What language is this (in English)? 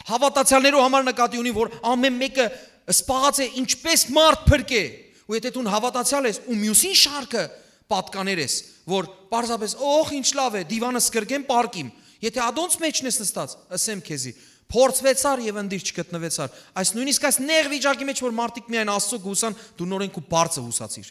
Western Armenian